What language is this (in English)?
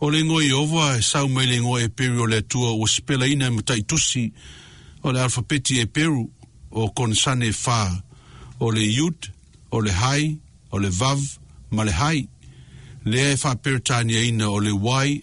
Samoan